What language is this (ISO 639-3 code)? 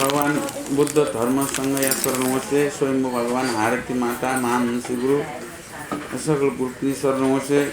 new